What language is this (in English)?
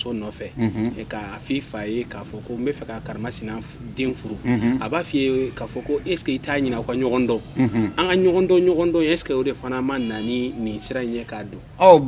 Bambara